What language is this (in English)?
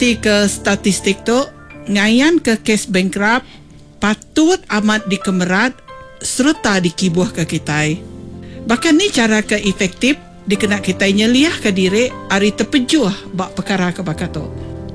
Iban